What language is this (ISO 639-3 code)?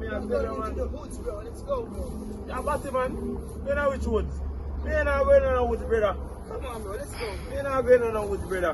jam